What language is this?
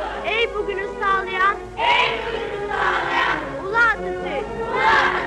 Turkish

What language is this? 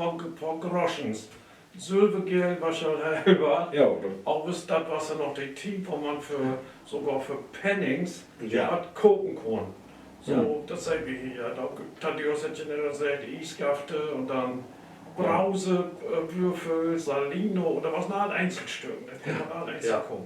Low German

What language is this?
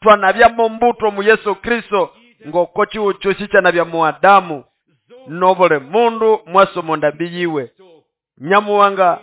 Nande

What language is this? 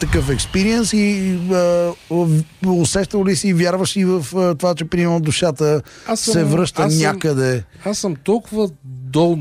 Bulgarian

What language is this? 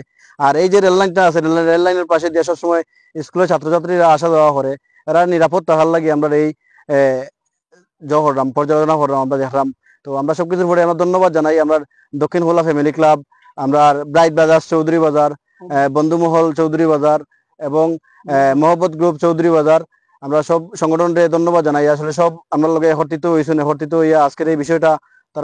Sylheti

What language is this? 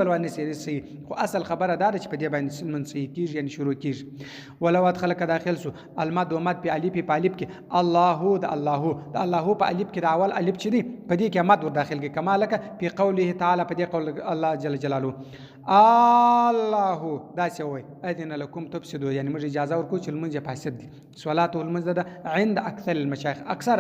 Pashto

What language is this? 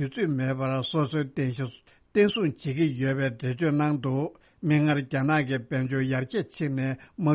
Tibetan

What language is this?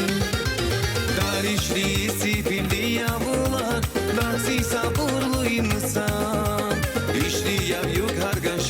Tabassaran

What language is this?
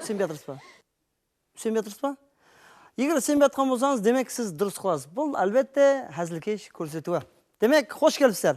Kara-Kalpak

